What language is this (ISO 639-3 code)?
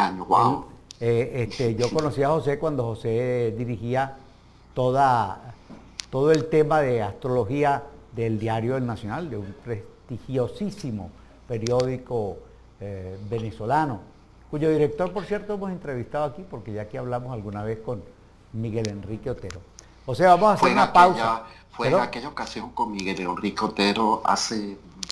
spa